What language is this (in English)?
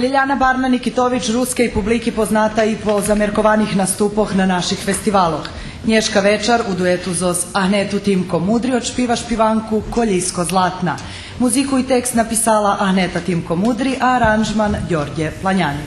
Rusyn